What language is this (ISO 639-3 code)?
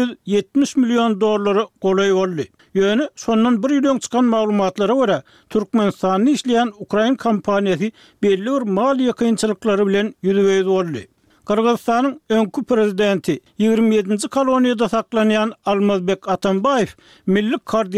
tuk